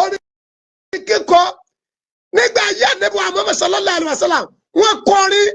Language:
Yoruba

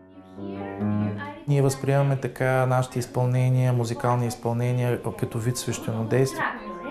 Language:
Bulgarian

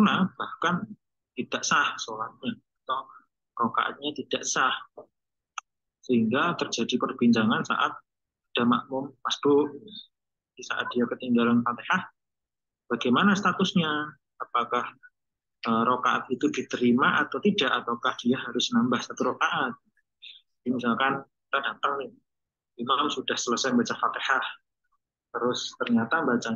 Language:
Indonesian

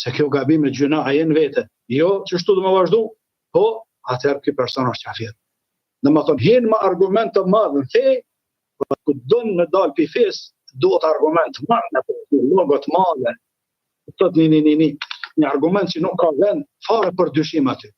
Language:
Albanian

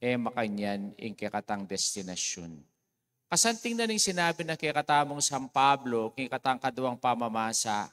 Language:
Pampanga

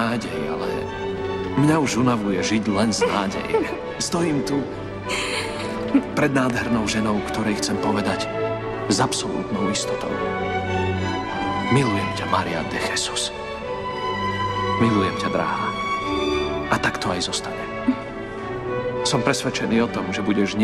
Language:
Slovak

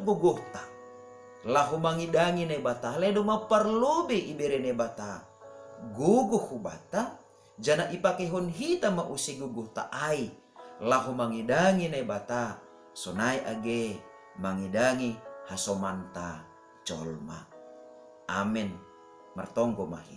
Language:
Batak Simalungun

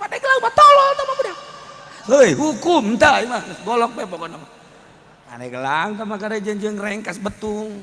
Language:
Sundanese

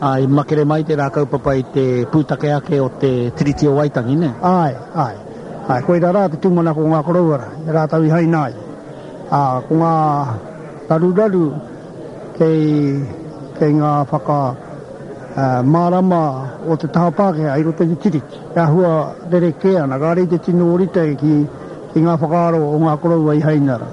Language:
Māori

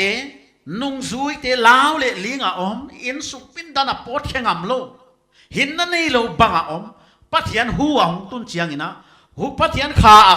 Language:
Paite Chin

